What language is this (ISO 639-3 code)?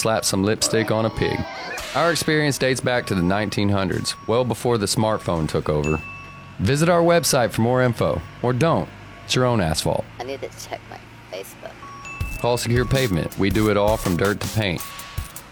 eng